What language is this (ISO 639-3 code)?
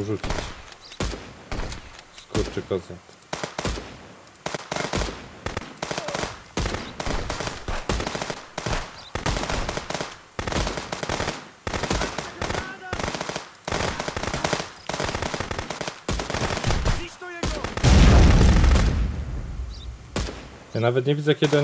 pol